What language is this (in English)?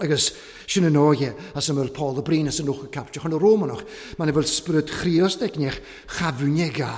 Welsh